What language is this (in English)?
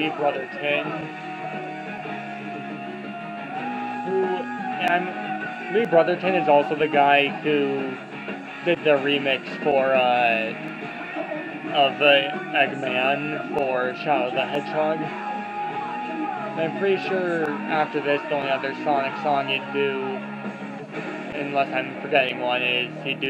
English